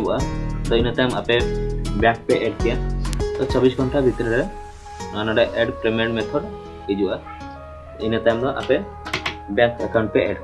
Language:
Santali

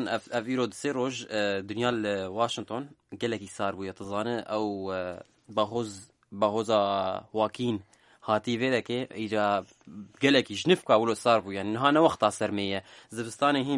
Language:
Kurdish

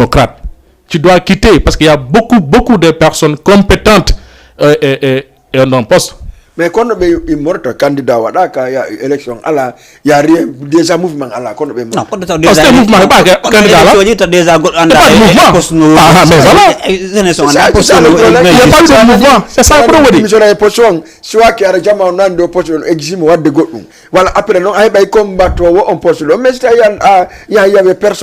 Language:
Fula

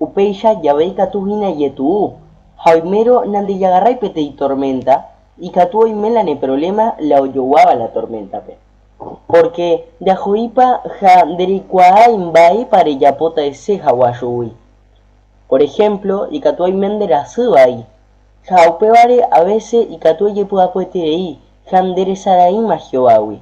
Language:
Guarani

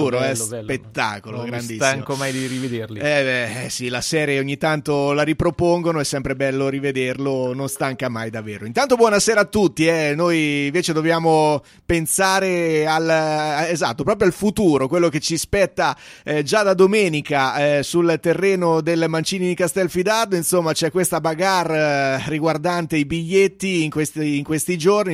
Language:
Italian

